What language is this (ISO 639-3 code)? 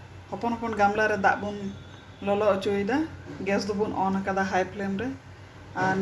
sat